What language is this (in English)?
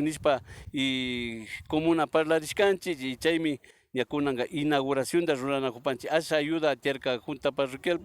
Imbabura Highland Quichua